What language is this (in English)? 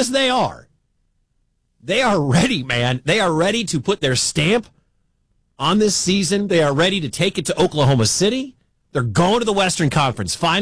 English